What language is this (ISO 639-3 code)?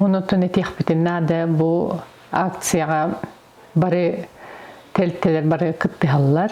sah